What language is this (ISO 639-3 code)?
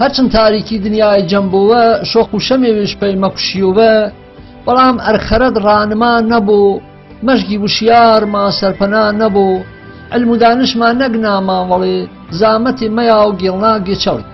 hac